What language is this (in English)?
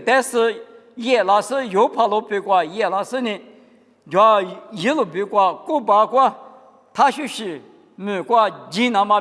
Lisu